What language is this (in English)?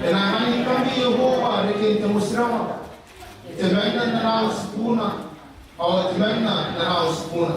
Gilbertese